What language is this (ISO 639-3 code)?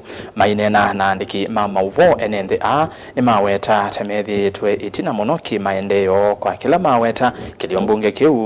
kam